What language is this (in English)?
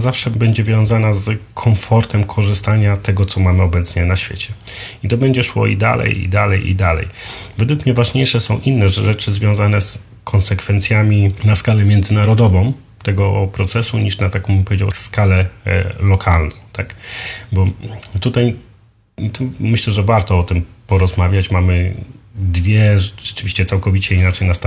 Polish